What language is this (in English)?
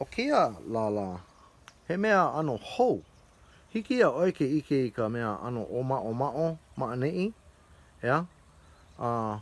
Hawaiian